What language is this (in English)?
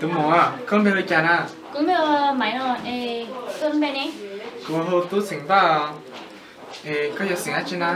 Hmong